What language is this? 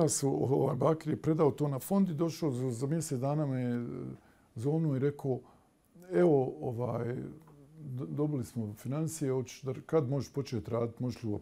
Bosnian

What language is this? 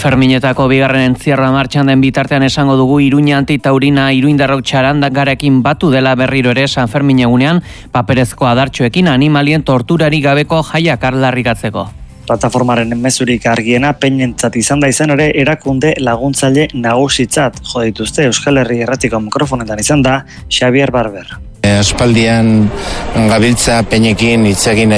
Basque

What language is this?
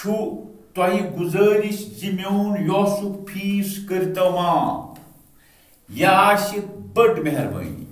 Kashmiri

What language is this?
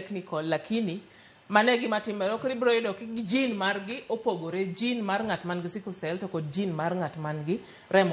Luo (Kenya and Tanzania)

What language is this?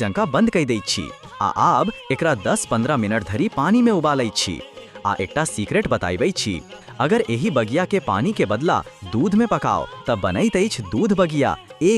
Maithili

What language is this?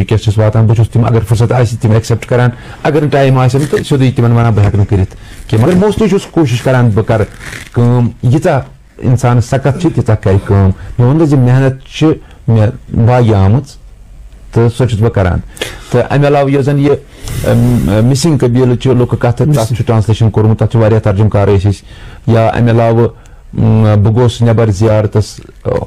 Kashmiri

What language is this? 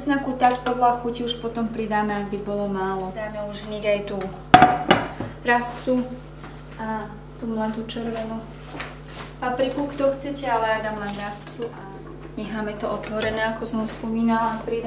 Slovak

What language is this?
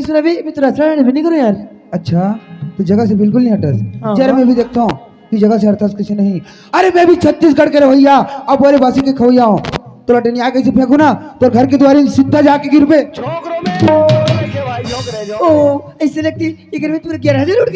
Chhattisgarhi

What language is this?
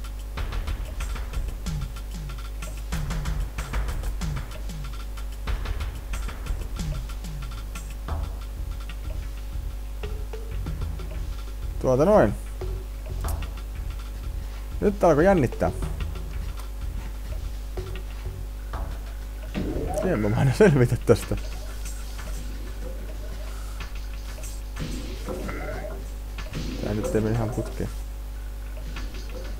Finnish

